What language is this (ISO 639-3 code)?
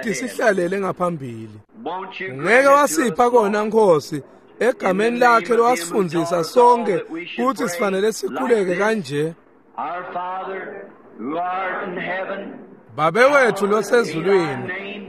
ssw